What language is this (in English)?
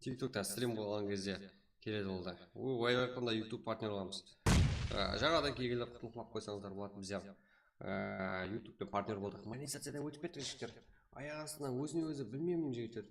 Kara-Kalpak